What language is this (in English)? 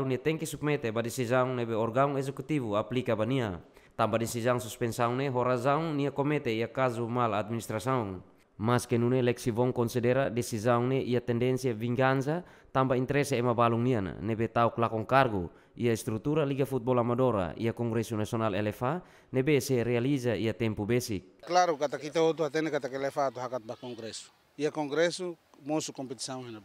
Tetum